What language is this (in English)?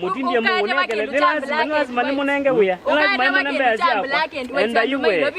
Kamba